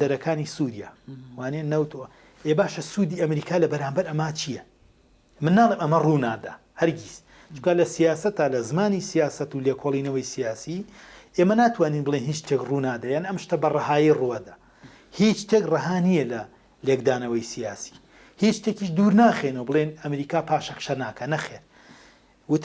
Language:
Central Kurdish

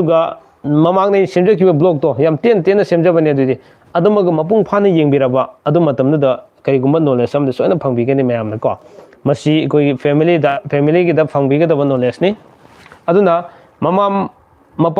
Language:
Manipuri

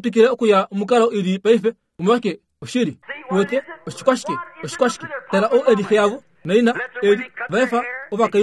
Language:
Kuanyama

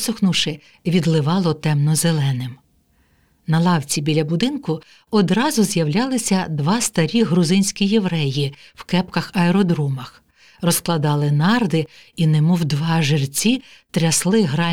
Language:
Ukrainian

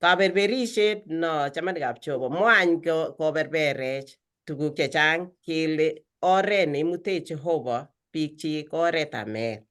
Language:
Kalenjin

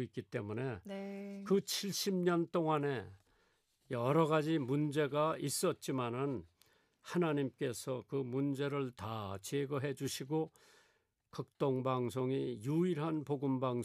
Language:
Korean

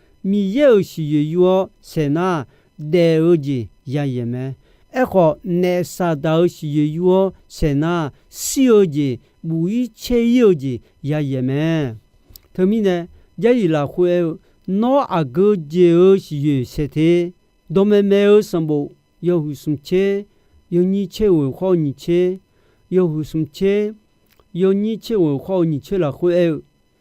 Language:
Akha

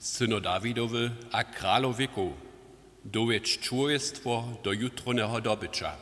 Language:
Upper Sorbian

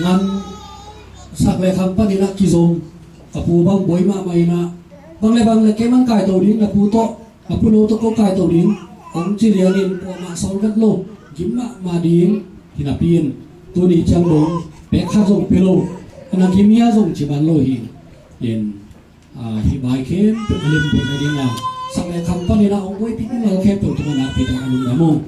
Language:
Tedim Chin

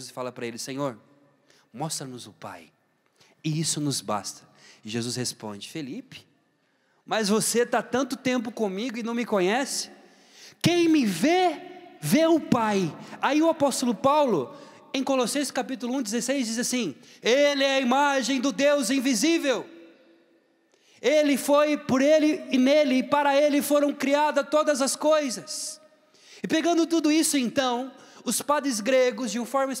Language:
Portuguese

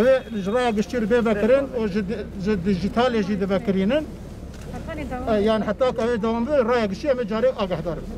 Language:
Kurdish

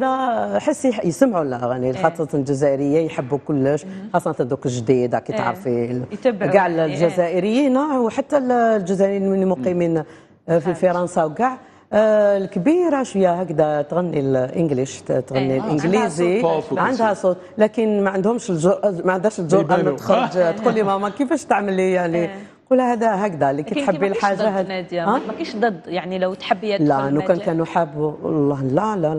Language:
Algerian Arabic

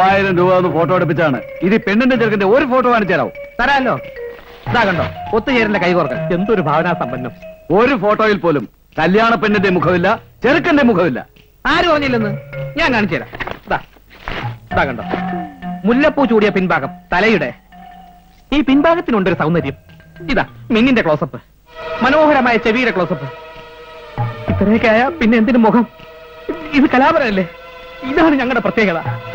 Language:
Malayalam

